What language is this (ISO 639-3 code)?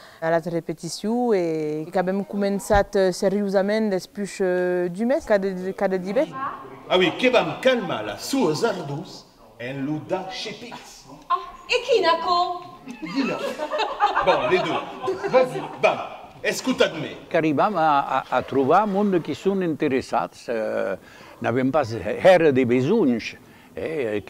oci